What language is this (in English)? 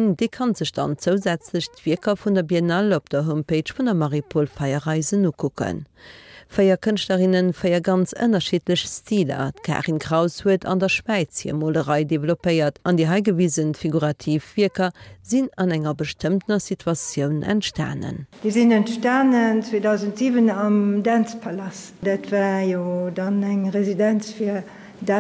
Luxembourgish